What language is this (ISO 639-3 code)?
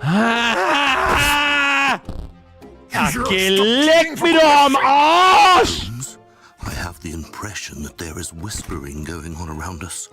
bar